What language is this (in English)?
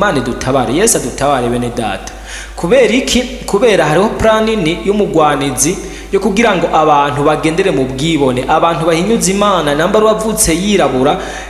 Rundi